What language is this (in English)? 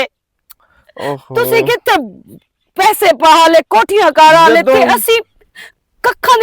Western Panjabi